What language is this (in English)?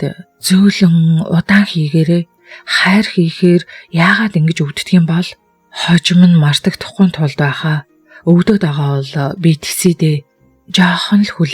Mongolian